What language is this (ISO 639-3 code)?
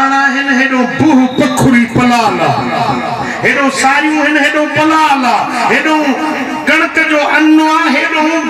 snd